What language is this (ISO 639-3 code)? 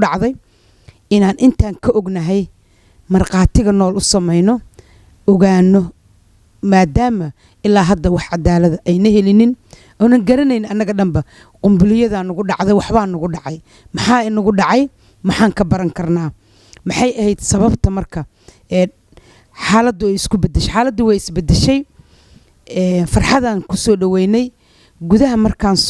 som